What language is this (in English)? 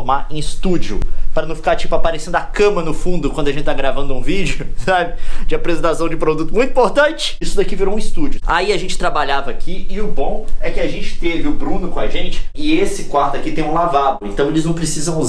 Portuguese